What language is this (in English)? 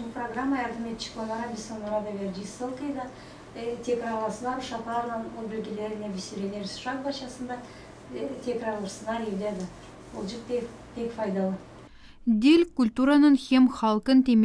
Gagauz